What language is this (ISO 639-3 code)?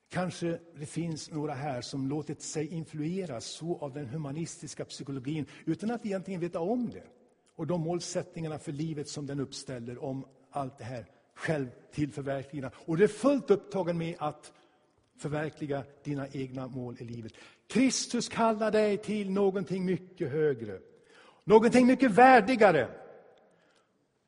swe